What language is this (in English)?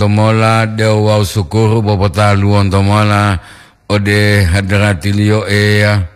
Gorontalo